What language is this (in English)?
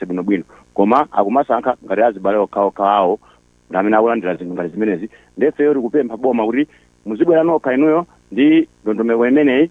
Nyanja